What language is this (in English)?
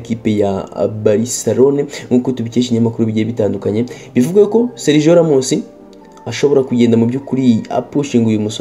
Kinyarwanda